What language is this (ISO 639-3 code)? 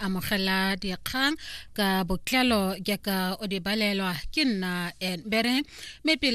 tsn